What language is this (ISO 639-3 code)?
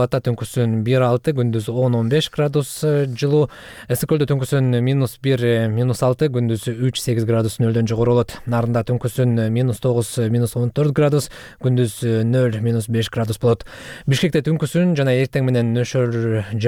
kir